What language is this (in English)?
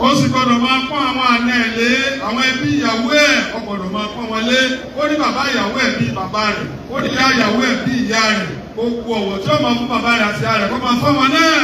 Yoruba